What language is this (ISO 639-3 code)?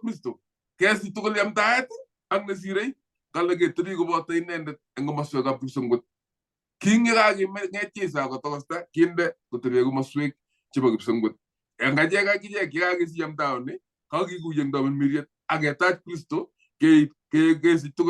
kln